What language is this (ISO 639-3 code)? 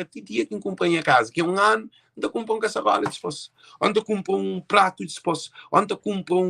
kea